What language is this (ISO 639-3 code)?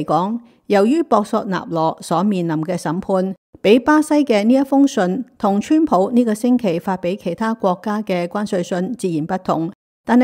yue